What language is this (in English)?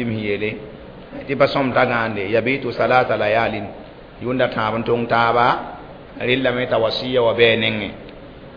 Mossi